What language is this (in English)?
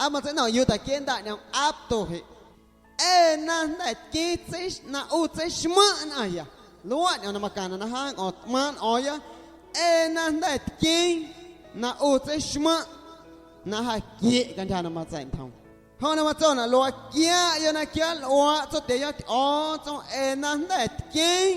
Guerrero Amuzgo